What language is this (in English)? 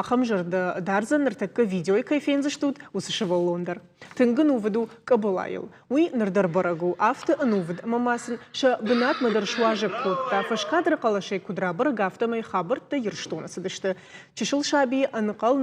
Ossetic